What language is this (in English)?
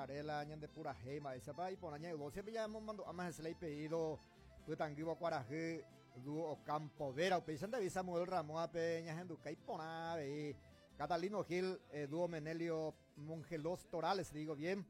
Guarani